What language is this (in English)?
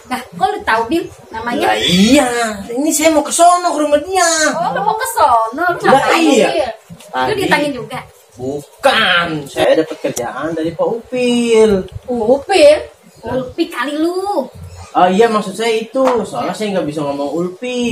Betawi